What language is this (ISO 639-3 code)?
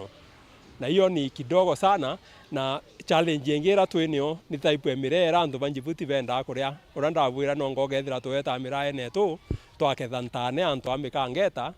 mer